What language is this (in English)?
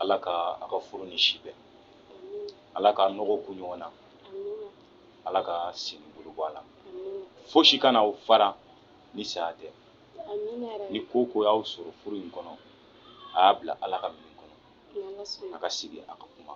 Bambara